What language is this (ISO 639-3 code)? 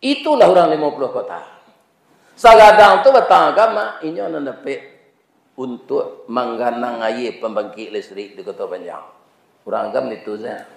min